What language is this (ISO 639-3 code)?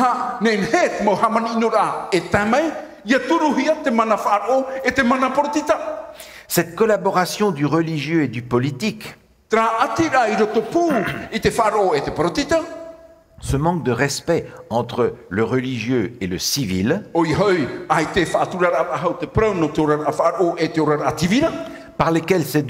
tah